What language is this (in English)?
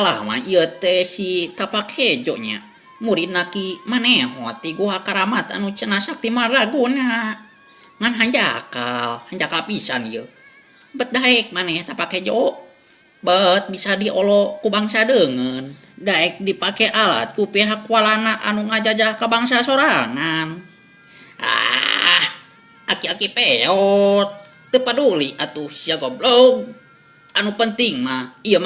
Sundanese